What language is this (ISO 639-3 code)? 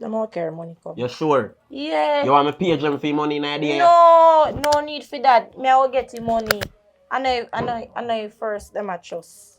jam